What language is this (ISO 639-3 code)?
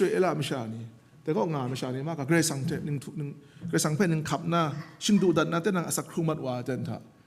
kac